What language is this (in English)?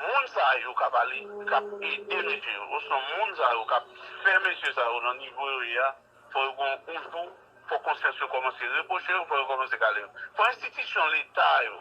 Haitian Creole